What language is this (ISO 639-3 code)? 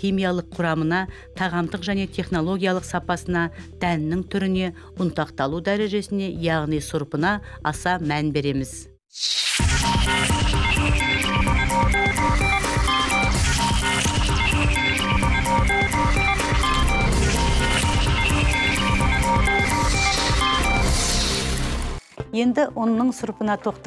kaz